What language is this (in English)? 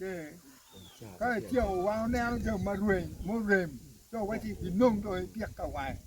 Acoli